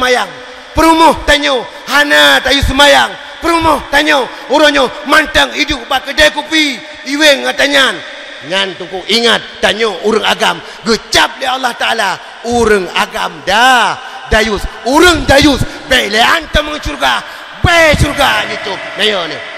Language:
Achinese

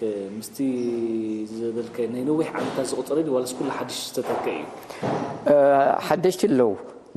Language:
Tigrinya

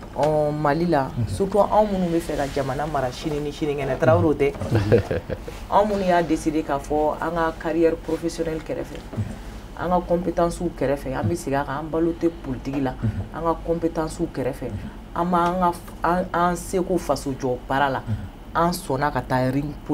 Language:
Bambara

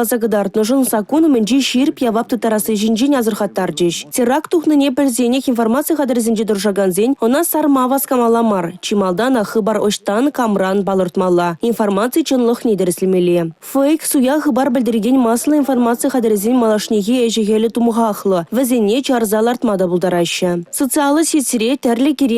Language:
Chuvash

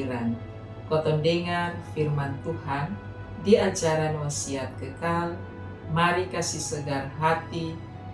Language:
Kupang Malay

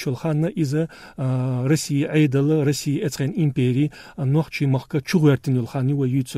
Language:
Chechen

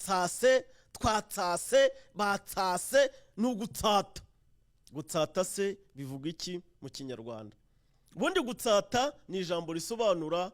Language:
Kinyarwanda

